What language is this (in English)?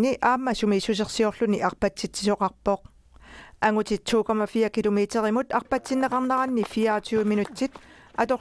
Kalaallisut